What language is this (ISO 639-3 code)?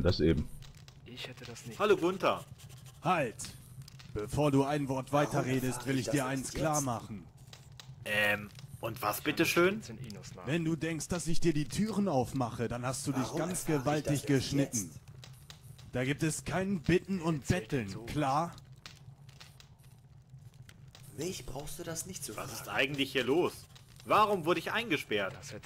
deu